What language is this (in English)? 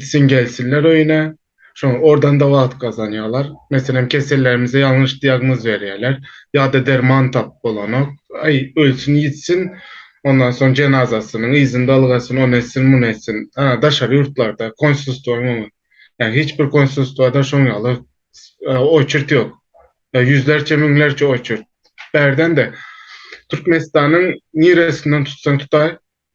Turkmen